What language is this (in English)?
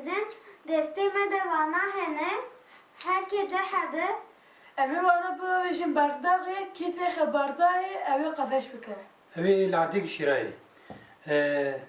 Kurdish